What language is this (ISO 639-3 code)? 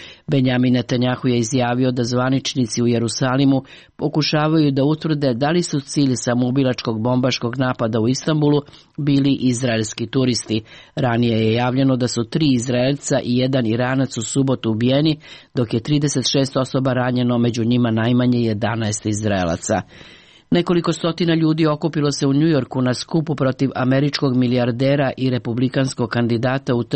srp